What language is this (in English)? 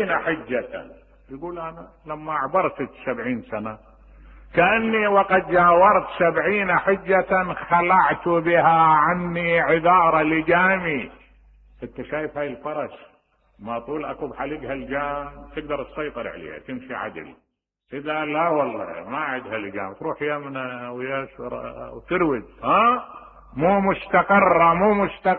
Mesopotamian Arabic